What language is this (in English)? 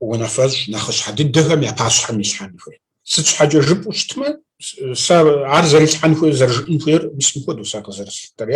Kabardian